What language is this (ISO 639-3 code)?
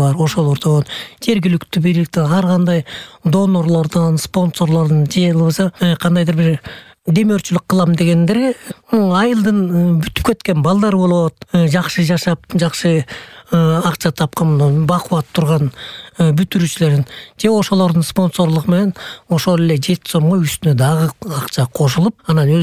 kir